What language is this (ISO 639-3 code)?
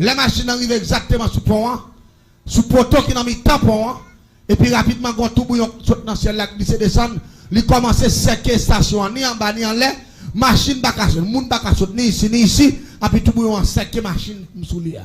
hat